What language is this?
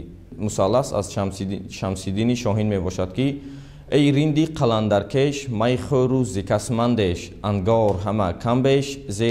Tajik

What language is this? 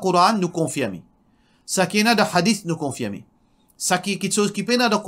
Morisyen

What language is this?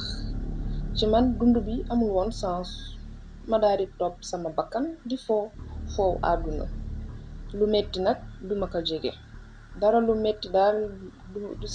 Wolof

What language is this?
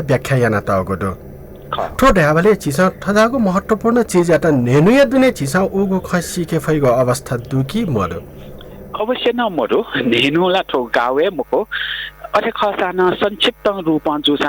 Newari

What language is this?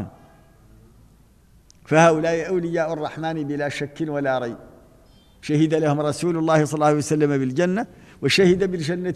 Arabic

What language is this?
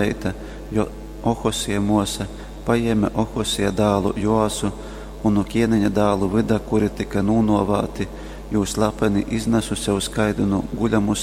Latgalian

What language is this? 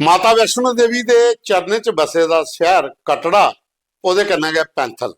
Dogri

